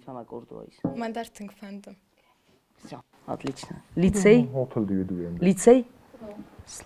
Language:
Ossetic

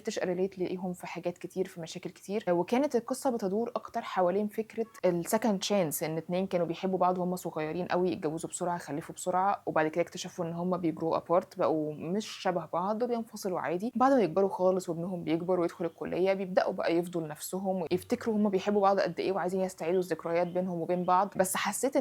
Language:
Egyptian Arabic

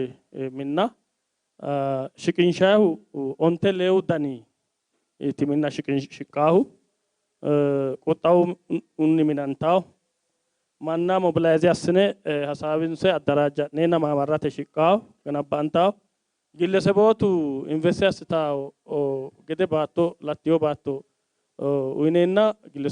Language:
Sidamo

